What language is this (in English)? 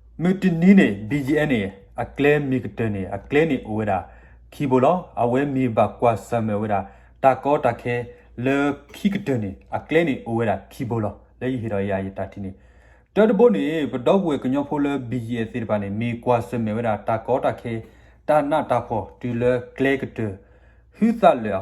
S'gaw Karen